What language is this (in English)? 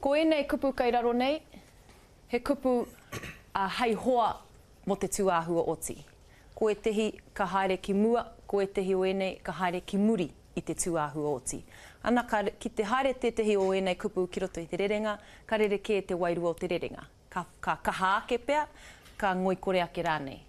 Māori